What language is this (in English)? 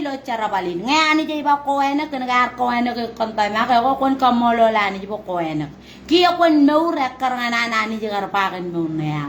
Marshallese